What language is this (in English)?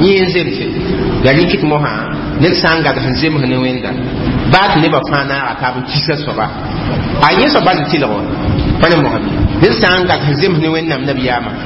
Mossi